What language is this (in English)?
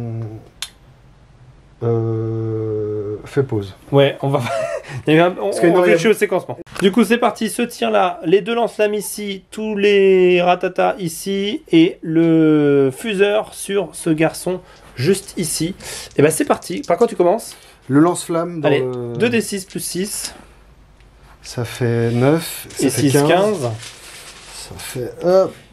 French